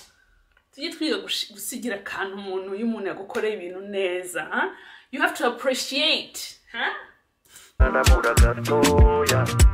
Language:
Kinyarwanda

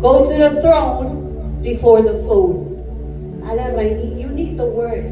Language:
Marshallese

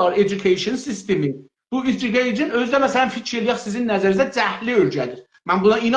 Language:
South Azerbaijani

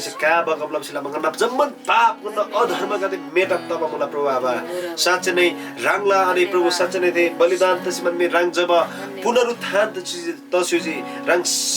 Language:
Eastern Tamang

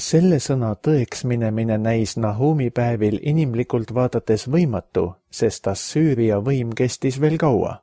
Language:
Estonian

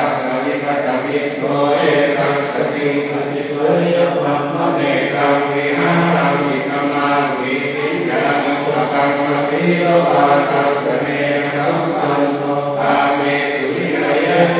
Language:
Pali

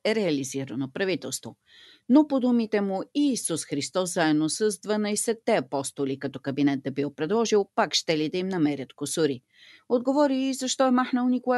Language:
Bulgarian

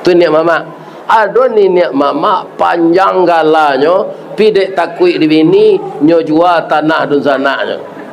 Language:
Minangkabau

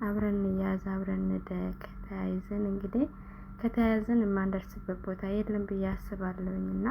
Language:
Amharic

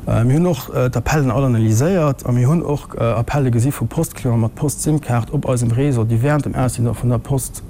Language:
Luxembourgish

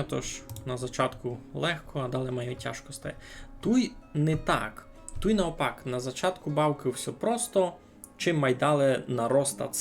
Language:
Rusyn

